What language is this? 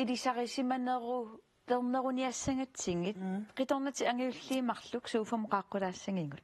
Kalaallisut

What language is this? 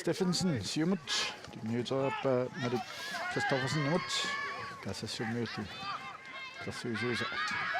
Kalaallisut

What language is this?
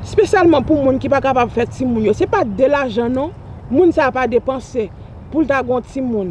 Haitian Creole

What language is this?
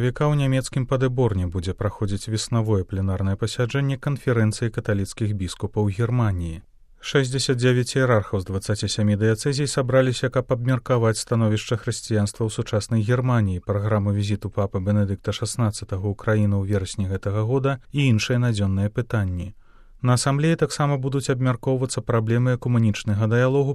Belarusian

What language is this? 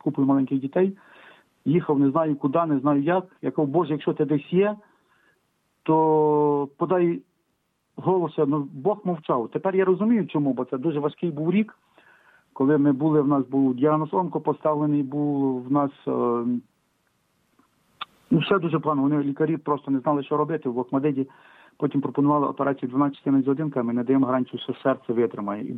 Ukrainian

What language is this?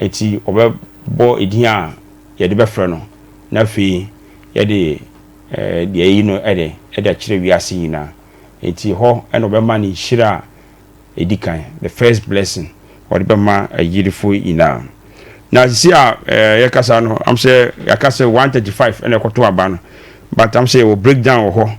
Akan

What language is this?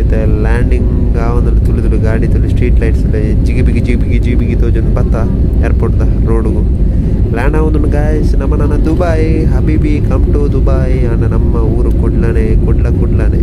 Tulu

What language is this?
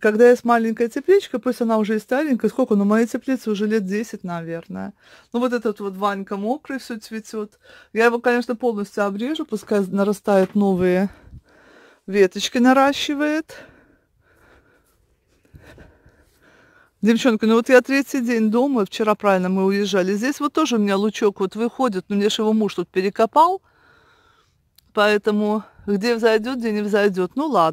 Russian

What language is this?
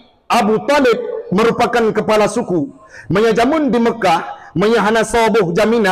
Achinese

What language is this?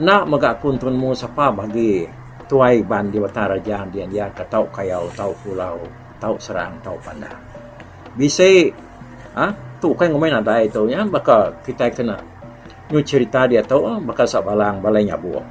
Iban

